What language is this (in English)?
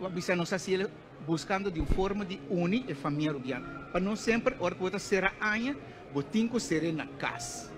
Papiamento